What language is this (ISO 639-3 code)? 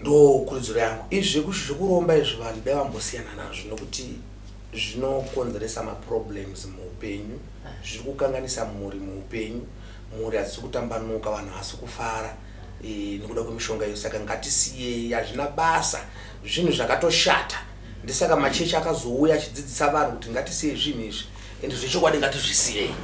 sna